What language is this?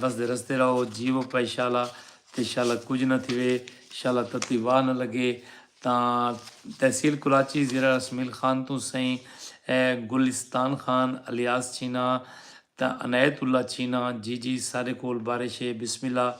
Saraiki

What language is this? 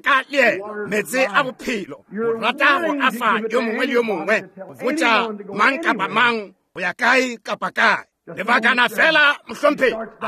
Northern Sotho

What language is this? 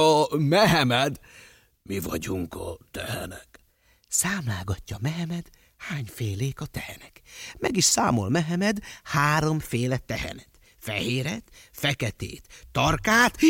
Hungarian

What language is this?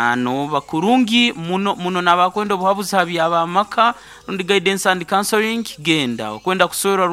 Nyoro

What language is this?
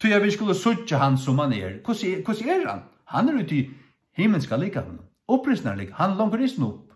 Faroese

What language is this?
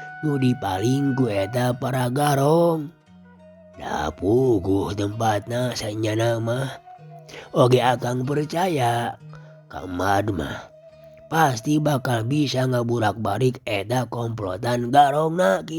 Sundanese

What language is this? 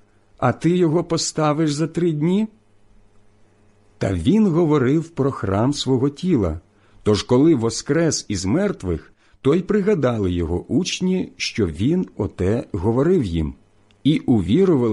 Ukrainian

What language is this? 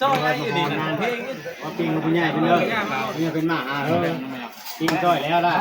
Northeastern Thai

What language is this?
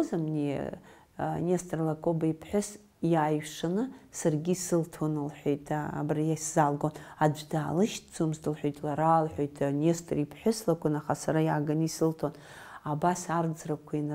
Abkhazian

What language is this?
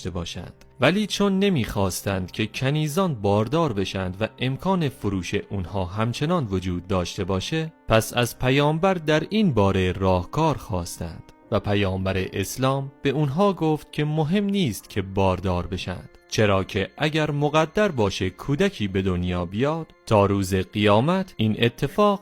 Persian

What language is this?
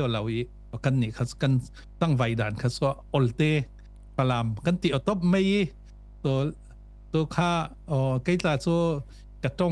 Falam Chin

